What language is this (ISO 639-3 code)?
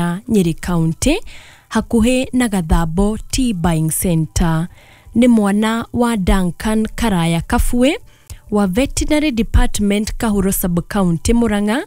kik